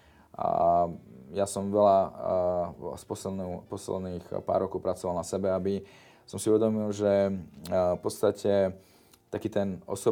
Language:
Slovak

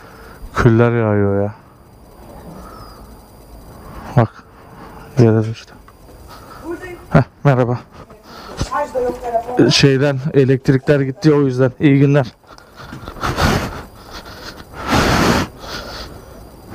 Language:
Turkish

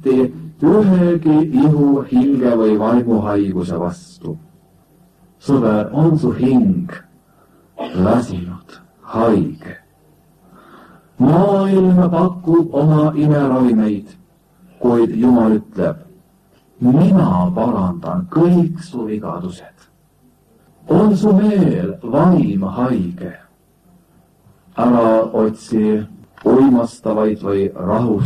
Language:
Estonian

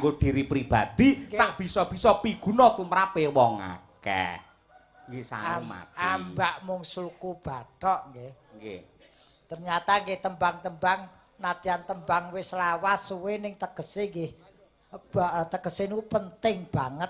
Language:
Javanese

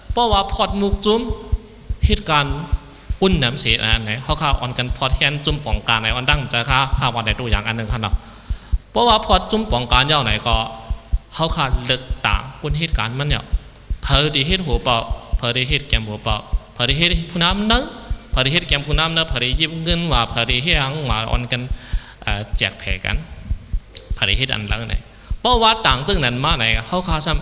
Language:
Shan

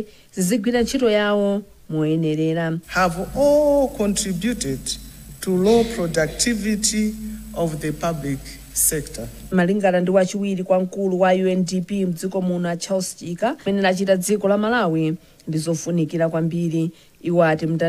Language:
Nyanja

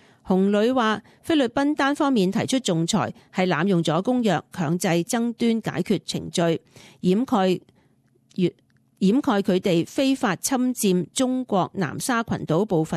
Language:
Cantonese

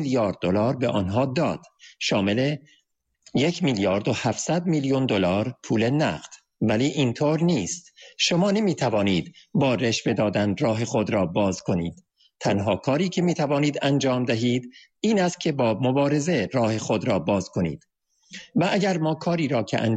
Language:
Persian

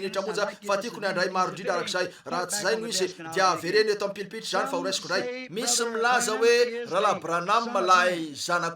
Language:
Malagasy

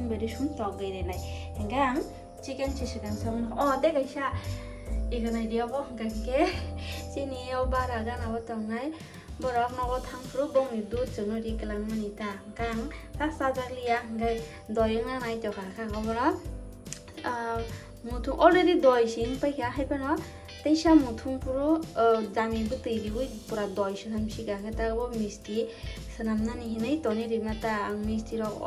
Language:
Kok Borok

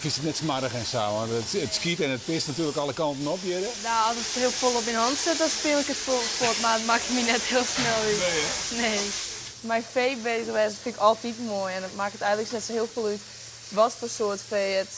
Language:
Western Frisian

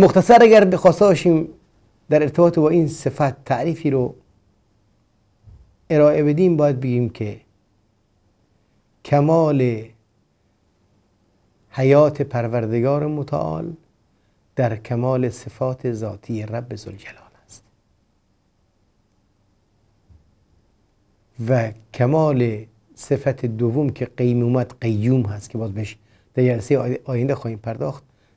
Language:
Persian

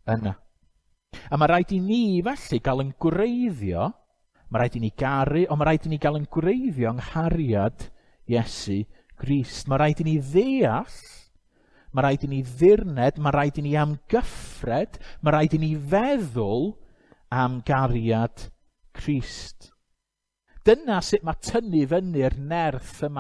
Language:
Welsh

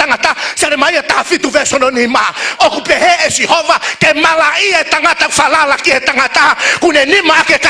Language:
Tongan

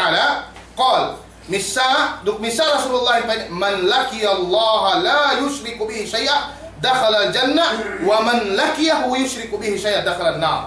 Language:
Yakan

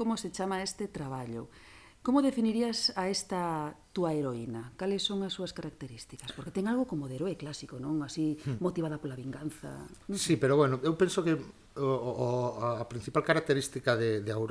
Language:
Galician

